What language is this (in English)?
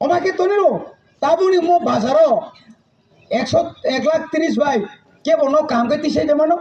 Kok Borok